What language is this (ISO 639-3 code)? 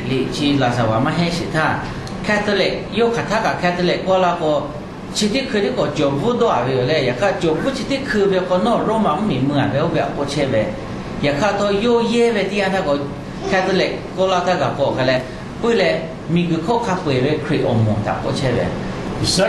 lhu